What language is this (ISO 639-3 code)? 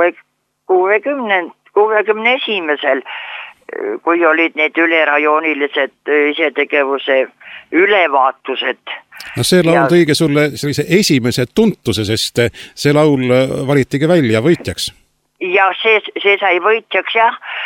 est